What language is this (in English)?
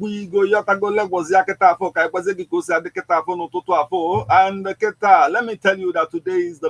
Igbo